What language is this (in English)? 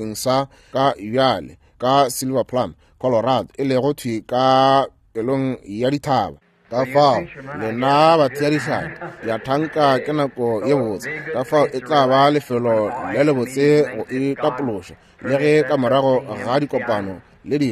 Northern Sotho